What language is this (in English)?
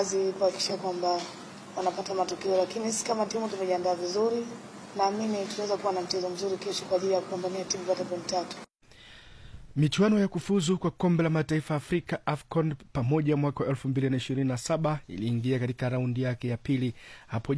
Swahili